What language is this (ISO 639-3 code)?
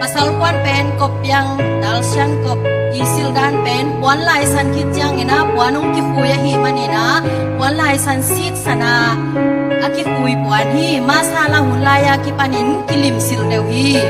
ctd